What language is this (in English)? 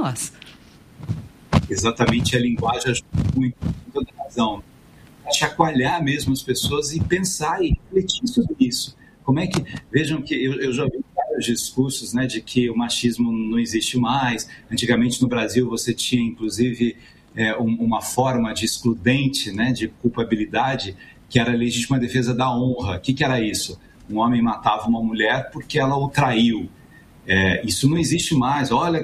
Portuguese